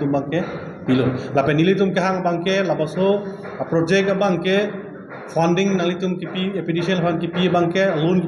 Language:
Karbi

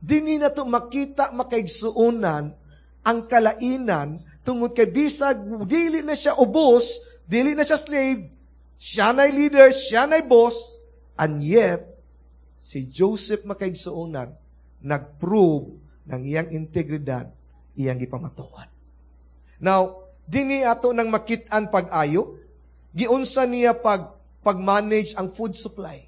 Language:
Cebuano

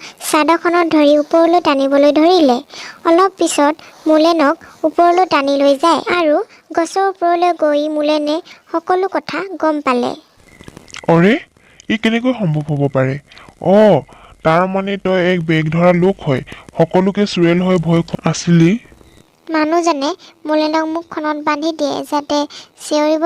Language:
Assamese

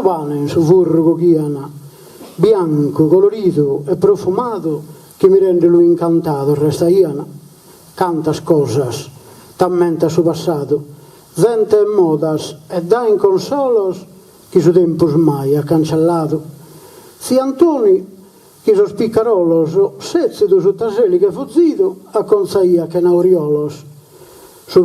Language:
Sardinian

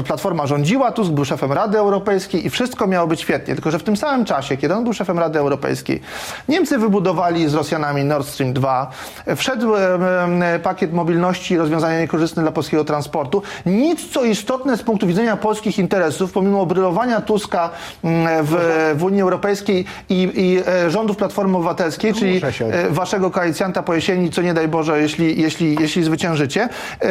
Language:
Polish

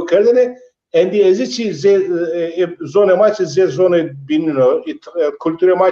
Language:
Zaza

